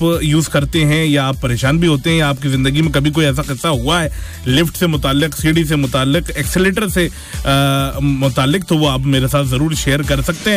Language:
Hindi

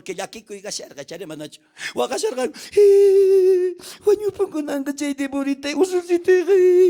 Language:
South Bolivian Quechua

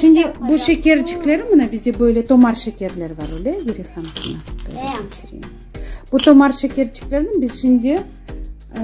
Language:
Crimean Tatar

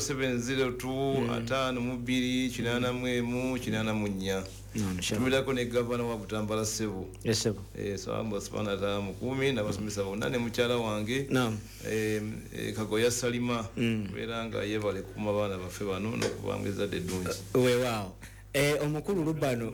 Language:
Ganda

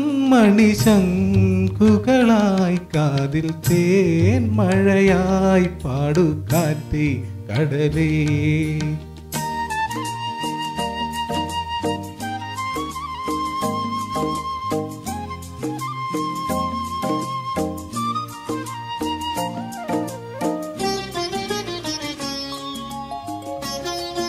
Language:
Malayalam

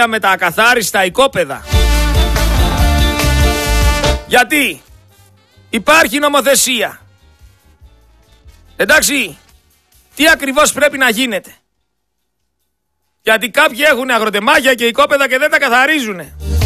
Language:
Greek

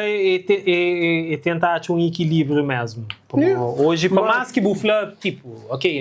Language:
Kabuverdianu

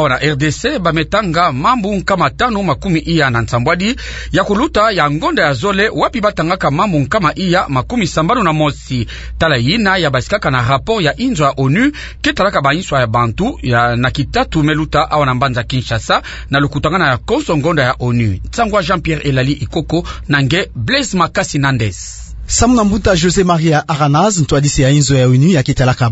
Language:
Kituba (Democratic Republic of Congo)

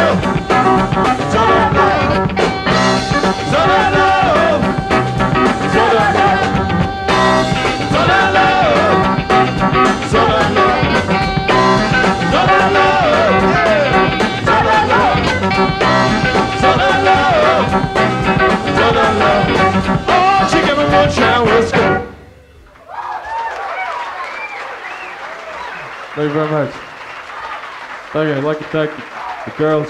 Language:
English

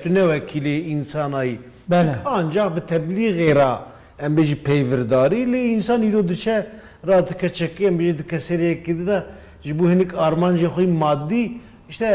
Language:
Kurdish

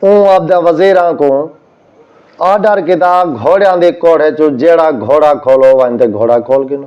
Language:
Saraiki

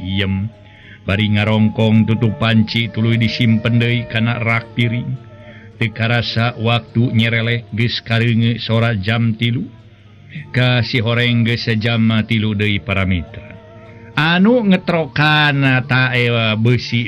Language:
Sundanese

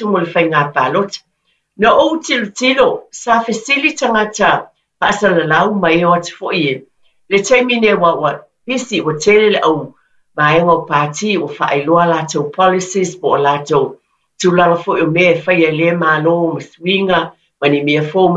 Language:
Samoan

